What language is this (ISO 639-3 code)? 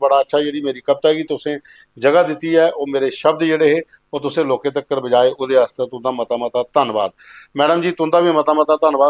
doi